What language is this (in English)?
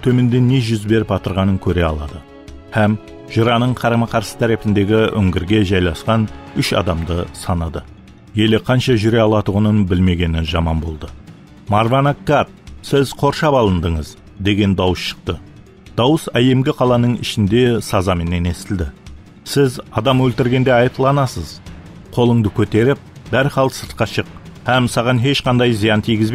Kara-Kalpak